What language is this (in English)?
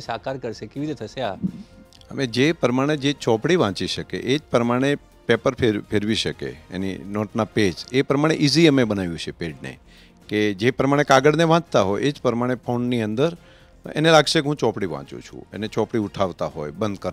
Gujarati